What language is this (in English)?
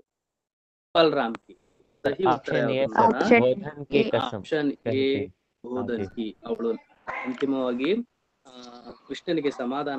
Kannada